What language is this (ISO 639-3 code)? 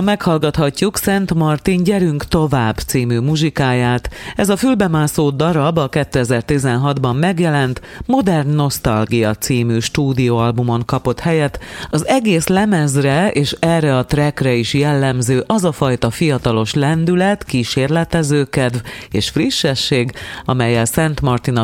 hun